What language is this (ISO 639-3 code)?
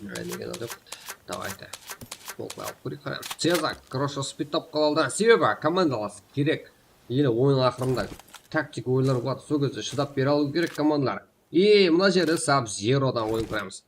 kaa